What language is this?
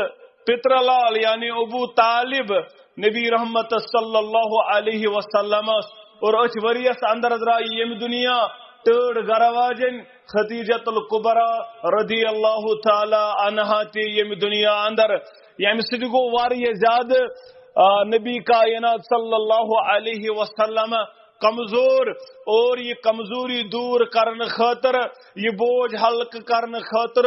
Kashmiri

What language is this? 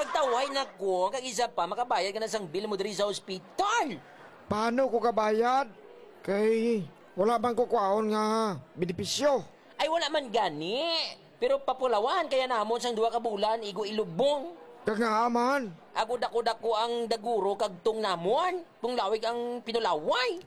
Hiligaynon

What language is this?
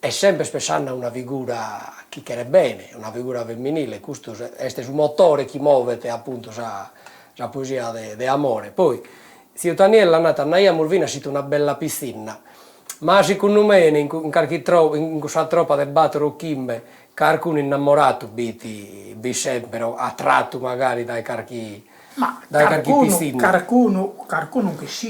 Sardinian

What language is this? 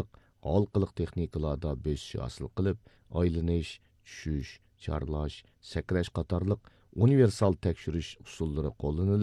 Uyghur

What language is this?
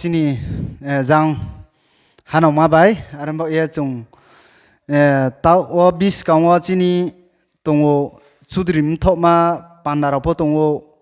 Riang (India)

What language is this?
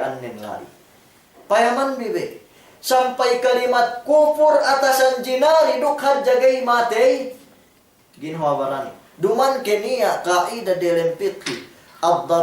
Yakan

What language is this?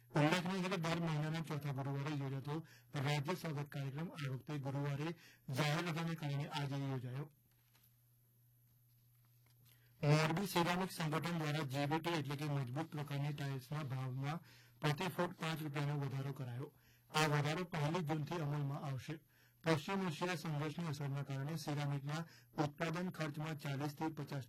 Gujarati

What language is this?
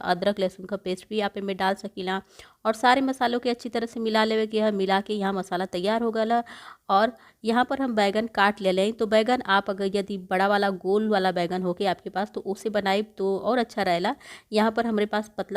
Bhojpuri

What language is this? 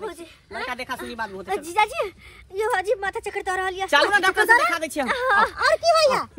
Maithili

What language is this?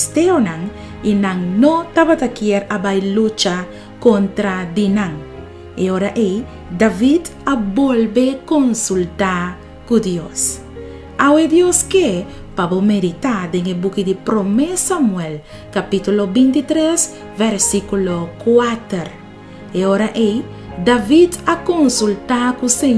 Papiamento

